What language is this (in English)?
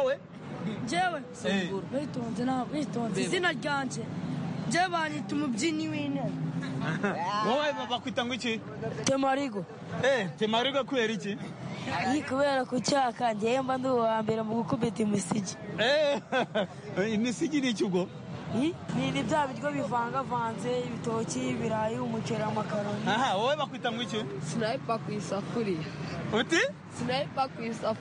Kinyarwanda